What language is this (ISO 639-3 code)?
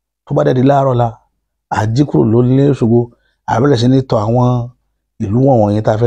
yor